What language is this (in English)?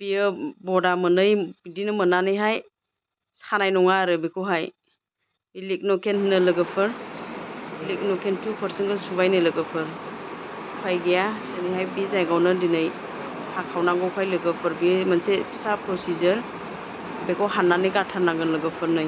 Bodo